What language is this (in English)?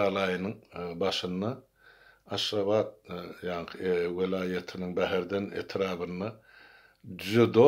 Turkmen